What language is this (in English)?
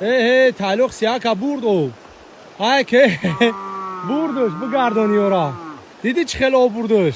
Tajik